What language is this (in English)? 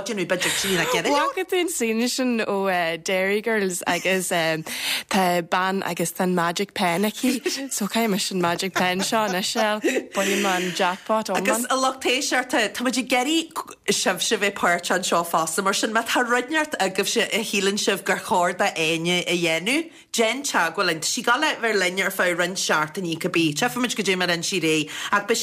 Irish